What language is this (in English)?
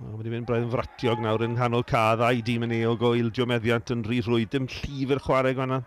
Welsh